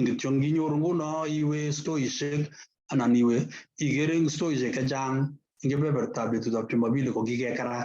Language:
Kalenjin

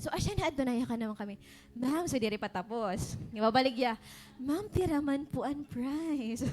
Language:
Waray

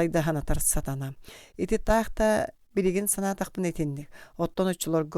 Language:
Yakut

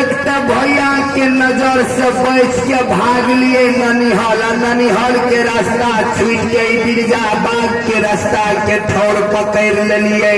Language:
Maithili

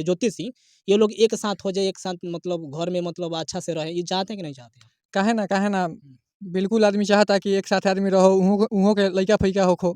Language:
Bhojpuri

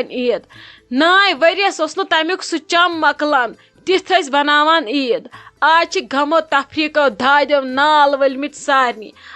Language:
Kashmiri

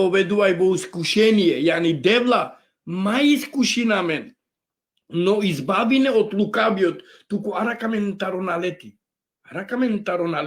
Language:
Balkan Romani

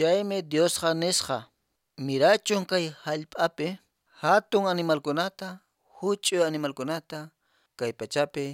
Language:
Quechua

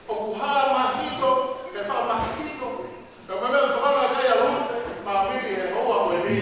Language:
Tongan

